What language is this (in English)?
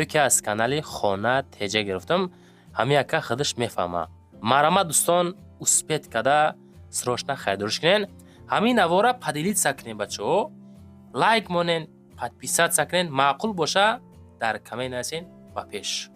Tajik